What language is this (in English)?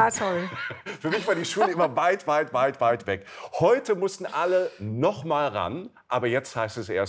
German